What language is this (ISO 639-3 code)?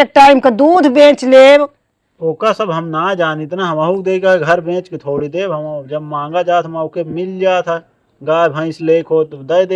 awa